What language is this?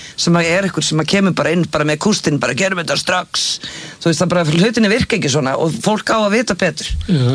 Icelandic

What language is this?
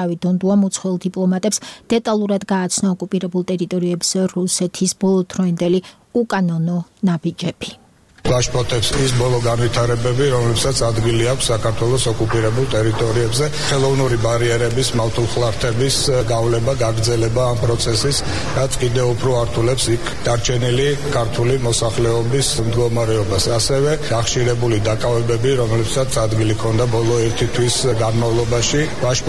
Georgian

